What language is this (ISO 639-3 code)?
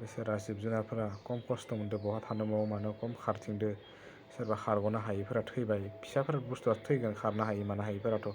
brx